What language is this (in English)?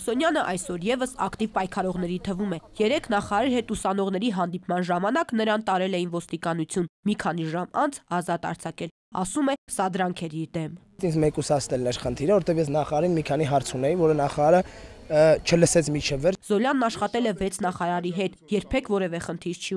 Armenian